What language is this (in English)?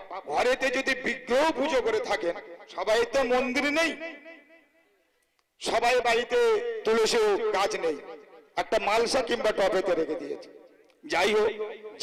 Bangla